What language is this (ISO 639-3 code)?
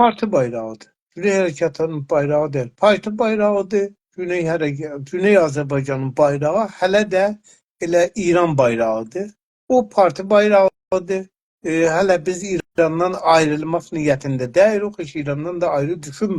azb